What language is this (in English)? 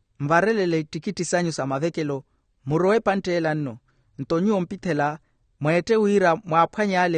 Makhuwa